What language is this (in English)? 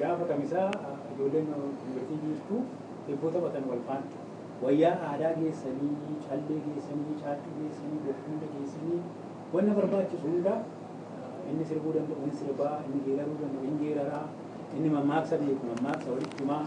Oromo